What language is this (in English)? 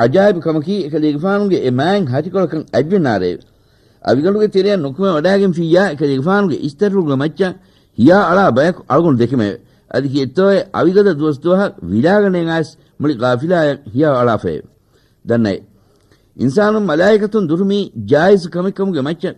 Divehi